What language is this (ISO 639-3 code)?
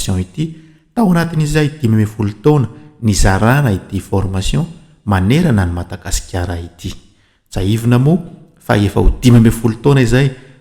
mlg